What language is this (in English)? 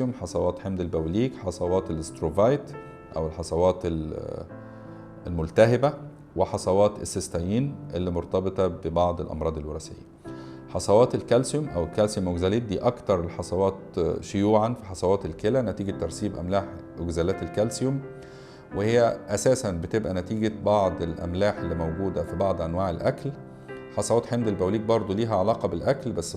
Egyptian Arabic